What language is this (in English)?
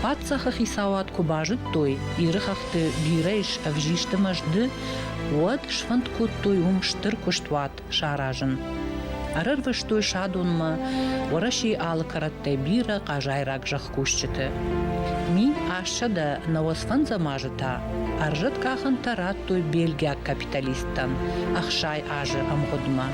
Ossetic